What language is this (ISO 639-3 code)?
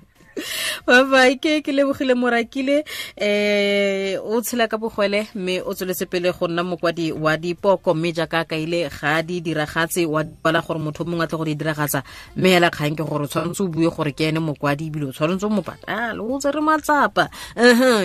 tsn